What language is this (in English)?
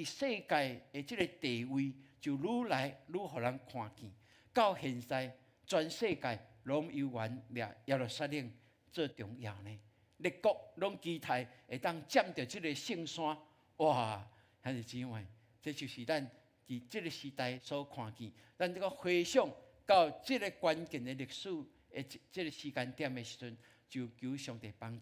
Min Nan Chinese